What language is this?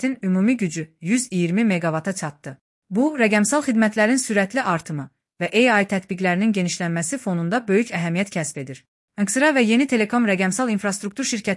Azerbaijani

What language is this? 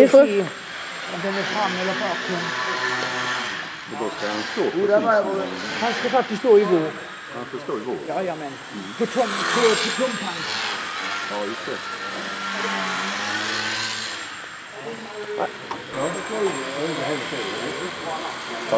Swedish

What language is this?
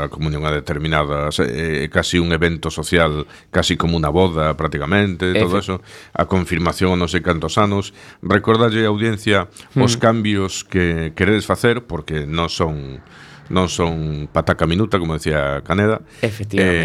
Galician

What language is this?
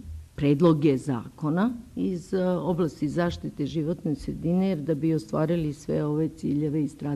Serbian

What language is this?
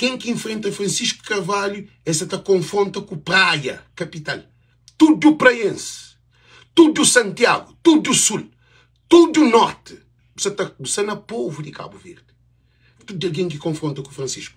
Kabuverdianu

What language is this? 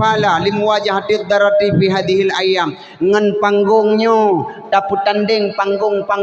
Achinese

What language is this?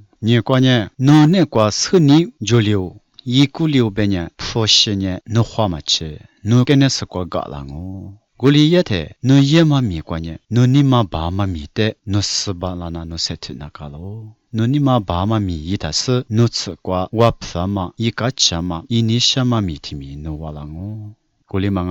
Lisu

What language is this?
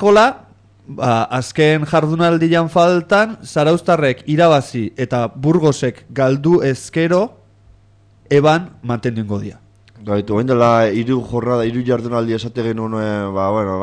Basque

